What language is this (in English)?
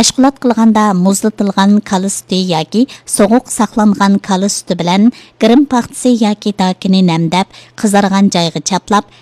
Uyghur